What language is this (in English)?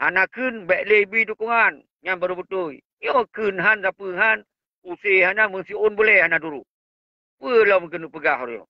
Achinese